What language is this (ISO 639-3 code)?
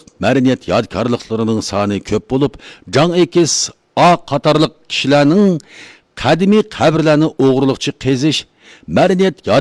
uig